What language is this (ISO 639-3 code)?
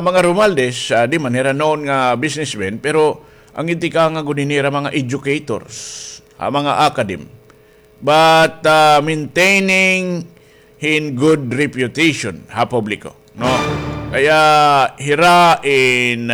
war